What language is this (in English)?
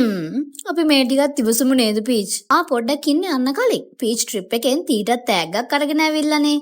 Sinhala